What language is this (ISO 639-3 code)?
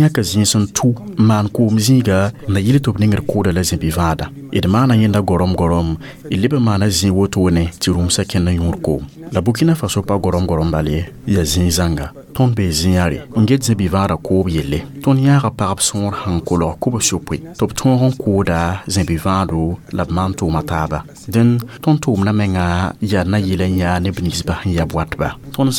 mos